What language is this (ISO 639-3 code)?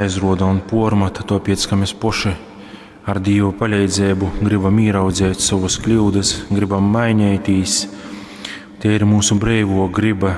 ltg